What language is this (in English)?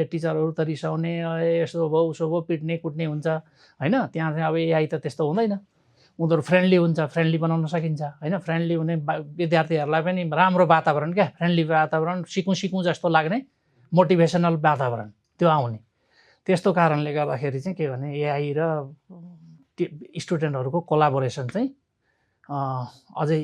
Nepali